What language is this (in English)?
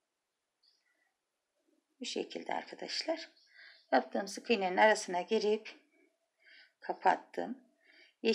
Turkish